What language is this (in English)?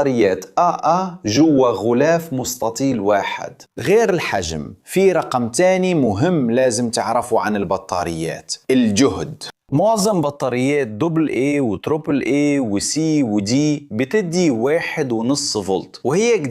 Egyptian Arabic